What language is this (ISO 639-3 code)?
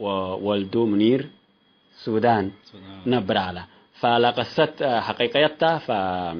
tig